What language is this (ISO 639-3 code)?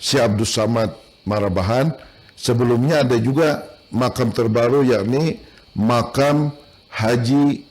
bjn